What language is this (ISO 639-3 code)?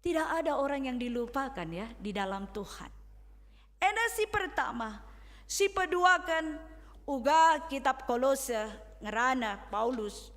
btx